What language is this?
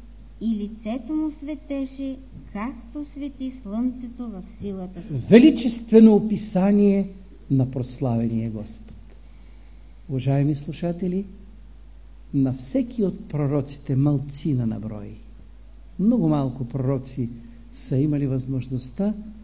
Bulgarian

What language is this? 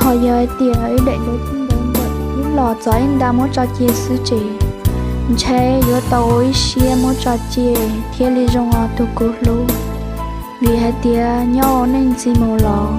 Hmong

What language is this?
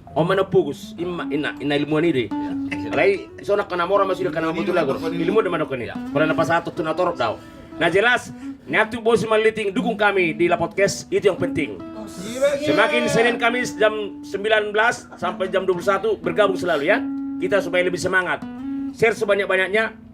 Batak Toba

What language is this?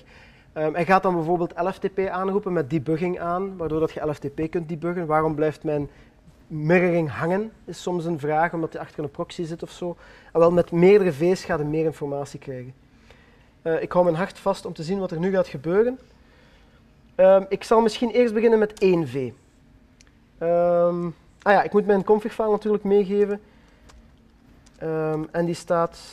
Dutch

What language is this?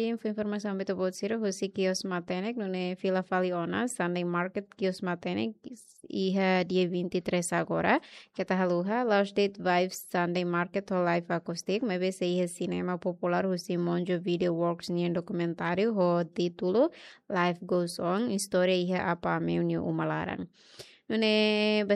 Tetum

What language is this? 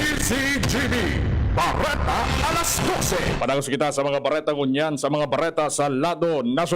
Bikol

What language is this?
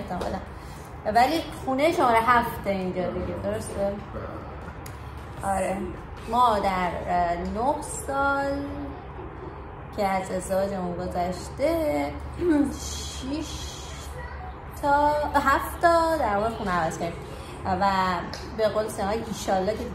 Persian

